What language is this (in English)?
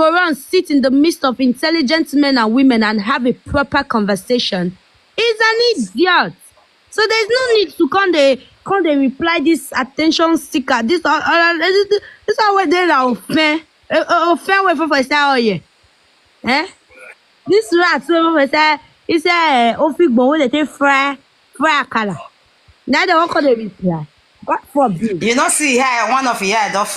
Nigerian Pidgin